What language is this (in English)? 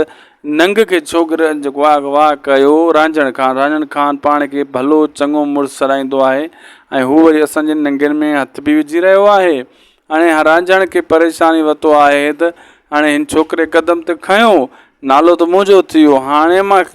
Sindhi